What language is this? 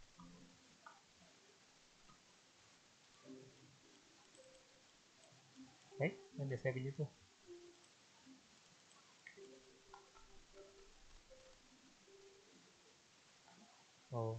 Malay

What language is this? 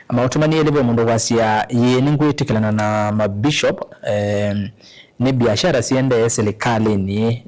Kamba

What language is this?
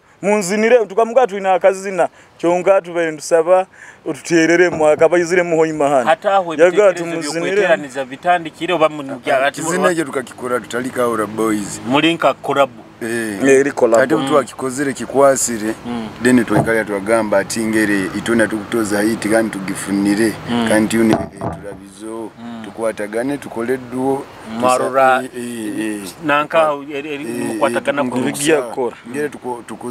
Nyoro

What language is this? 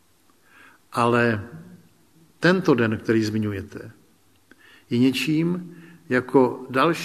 Czech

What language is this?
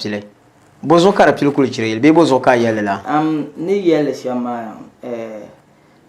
Dagbani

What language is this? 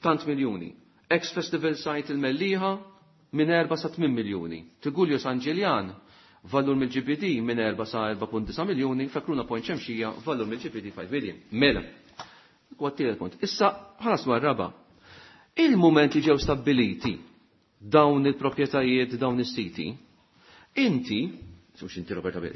Maltese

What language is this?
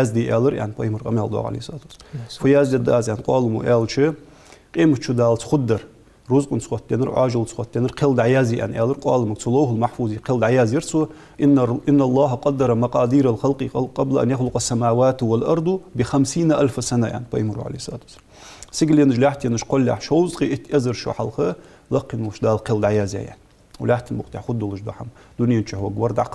Ingush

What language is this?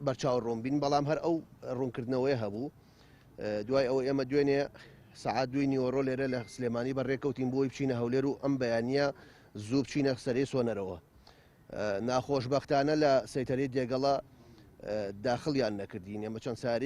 Central Kurdish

